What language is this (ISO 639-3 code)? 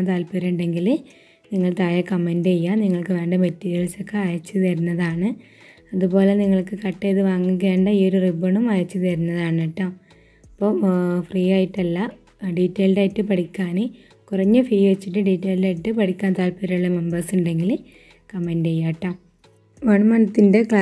mal